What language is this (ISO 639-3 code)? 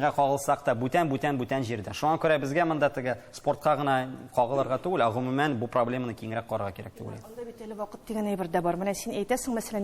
tat